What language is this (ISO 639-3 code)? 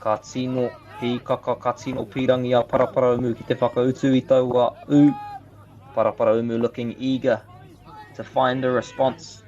mri